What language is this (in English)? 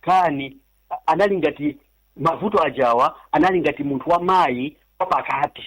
Nyanja